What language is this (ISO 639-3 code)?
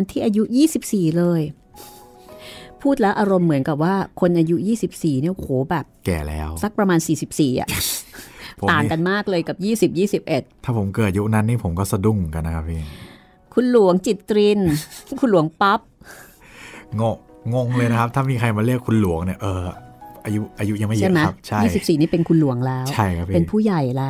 tha